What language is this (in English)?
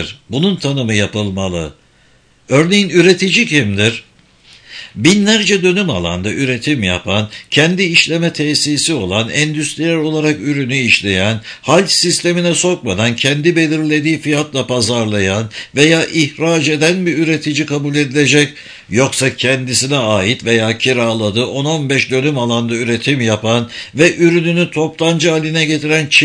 Turkish